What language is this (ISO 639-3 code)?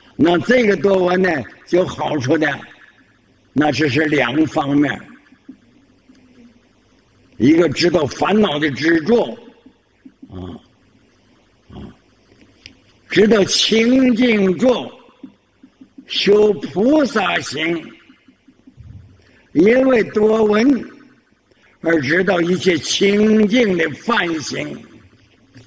zho